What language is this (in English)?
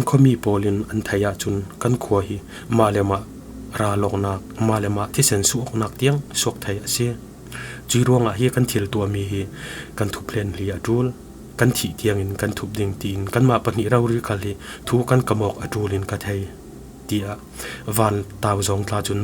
Falam Chin